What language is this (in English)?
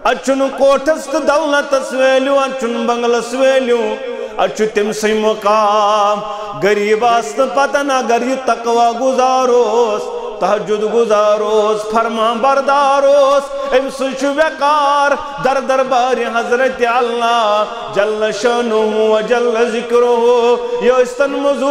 Kashmiri